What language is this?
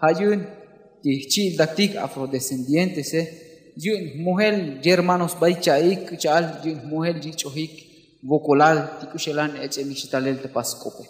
Tzotzil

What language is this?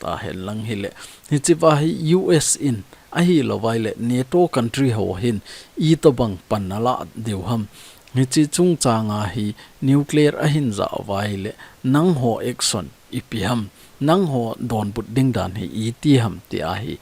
Thado Chin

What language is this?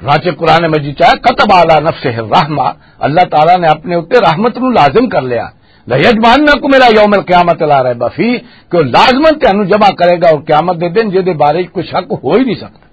Western Panjabi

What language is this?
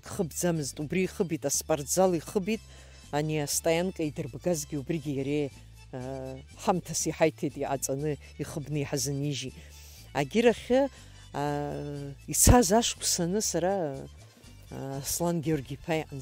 Abkhazian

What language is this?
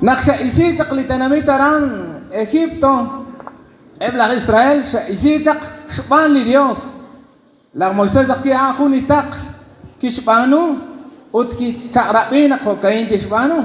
Kekchí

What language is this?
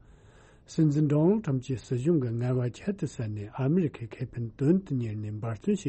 Tibetan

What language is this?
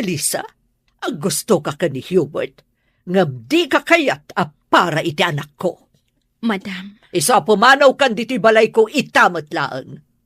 Iloko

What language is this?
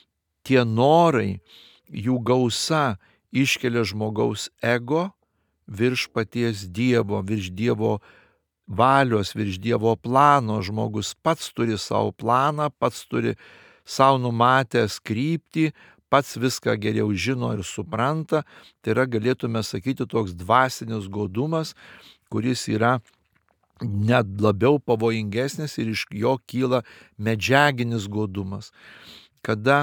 Lithuanian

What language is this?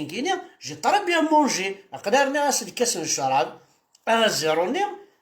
Kabyle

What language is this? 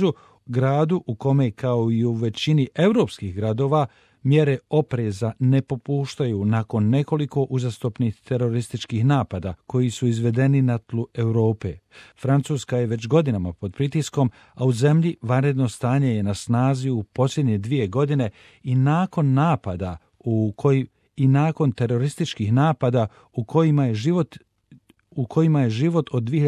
Croatian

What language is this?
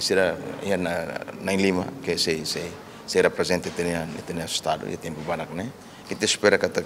Tetum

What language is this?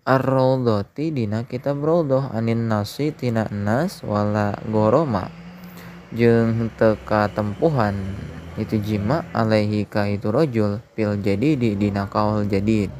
Sundanese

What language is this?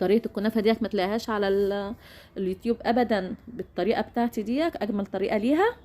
Egyptian Arabic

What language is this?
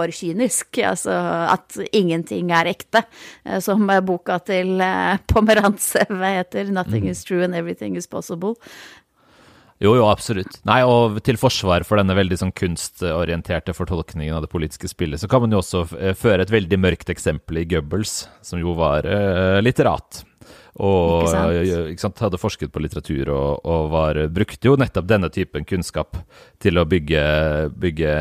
Norwegian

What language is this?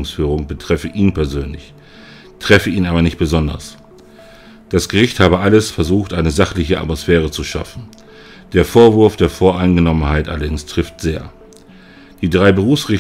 German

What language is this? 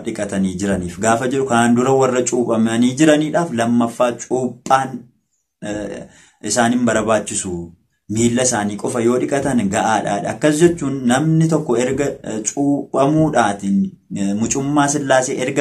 Oromo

